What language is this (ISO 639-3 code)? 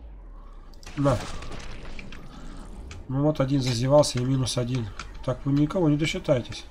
rus